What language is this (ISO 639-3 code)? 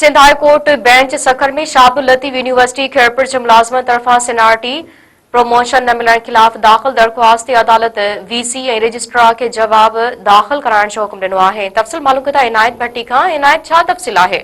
snd